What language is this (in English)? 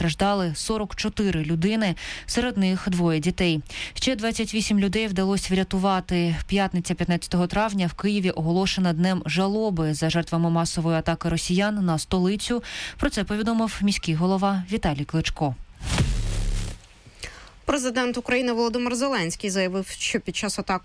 Ukrainian